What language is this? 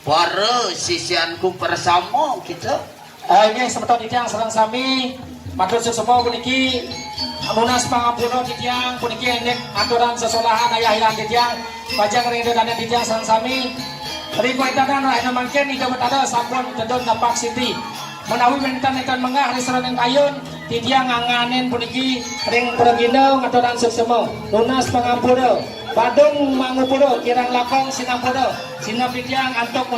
Balinese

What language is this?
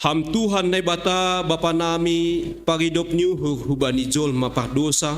Batak Simalungun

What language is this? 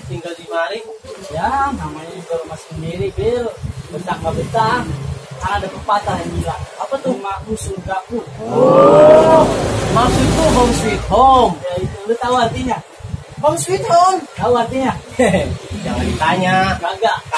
Betawi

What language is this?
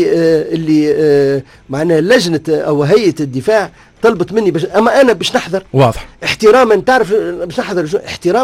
Tunisian Arabic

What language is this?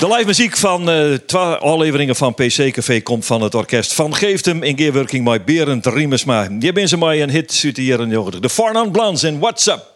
Western Frisian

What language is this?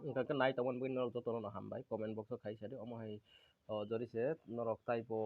Kok Borok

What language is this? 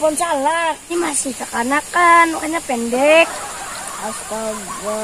Banjar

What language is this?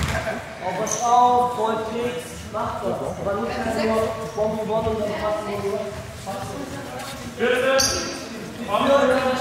German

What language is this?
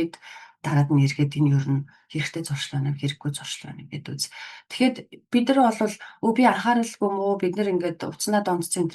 Mongolian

